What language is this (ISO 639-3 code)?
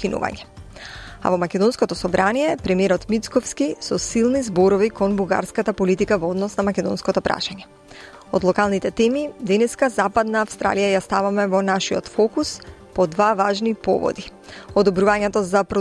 mkd